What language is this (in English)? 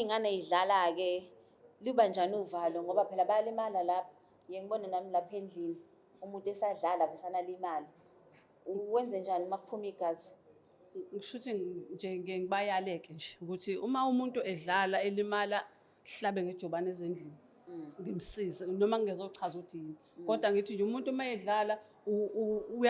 Zulu